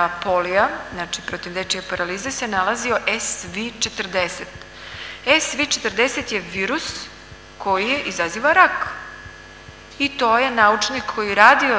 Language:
Serbian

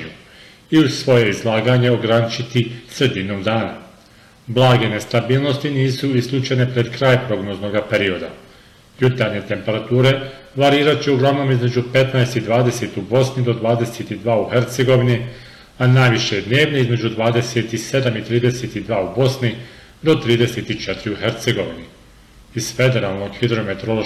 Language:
Bosnian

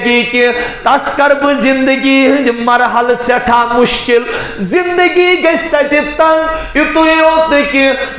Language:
Kashmiri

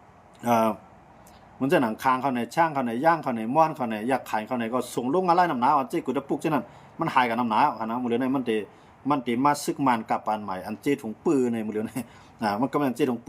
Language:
Shan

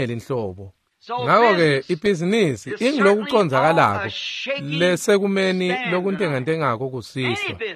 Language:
Swati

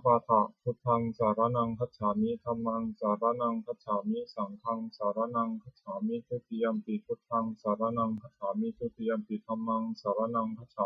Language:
Pali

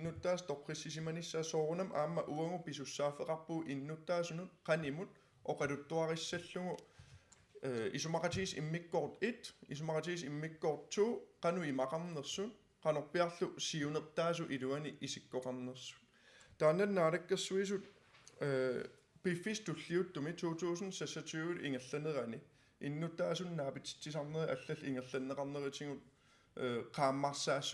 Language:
Kalaallisut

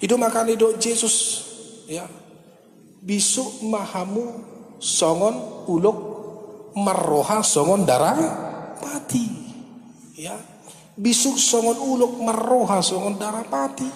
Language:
Batak Toba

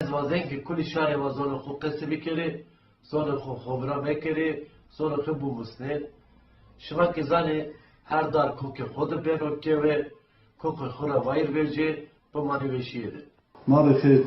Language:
Zaza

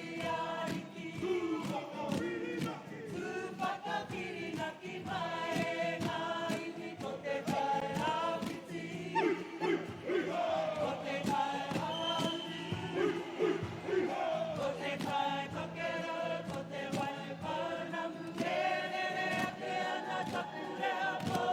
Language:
Māori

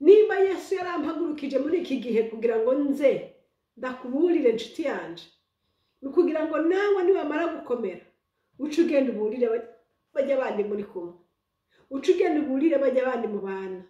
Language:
Rundi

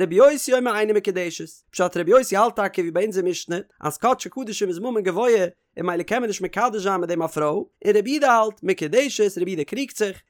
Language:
Yiddish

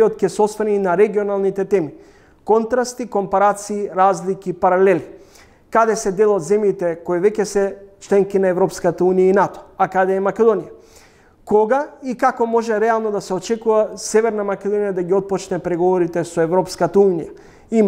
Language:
Macedonian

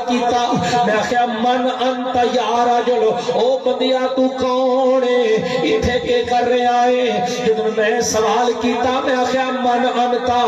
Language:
Saraiki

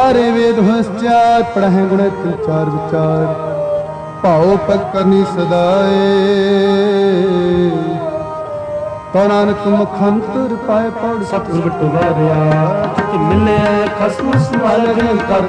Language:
Punjabi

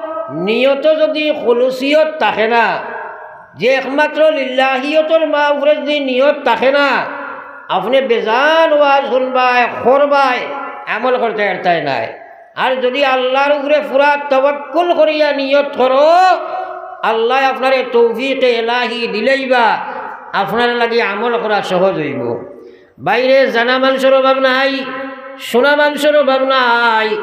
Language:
Sylheti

